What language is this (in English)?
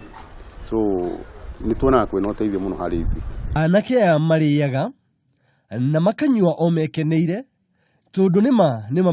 Kikuyu